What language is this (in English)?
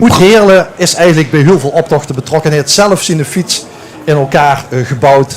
Limburgish